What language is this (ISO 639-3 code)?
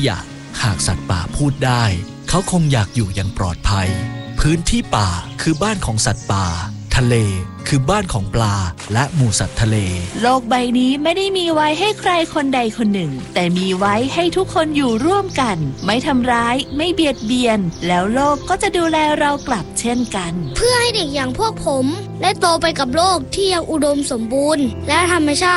tha